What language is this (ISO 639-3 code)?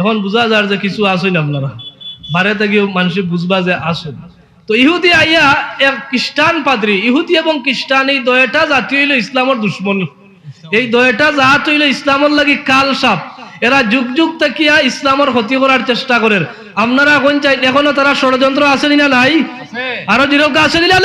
syl